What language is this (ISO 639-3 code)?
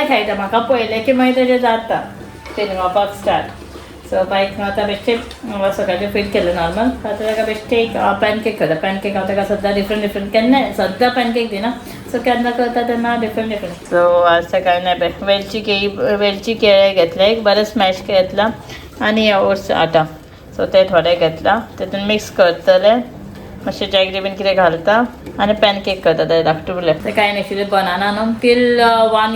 kok